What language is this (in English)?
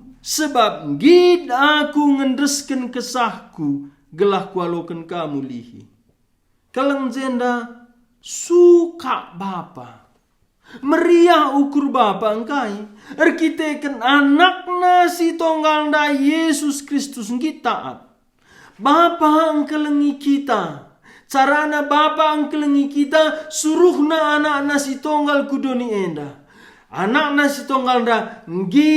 Batak Karo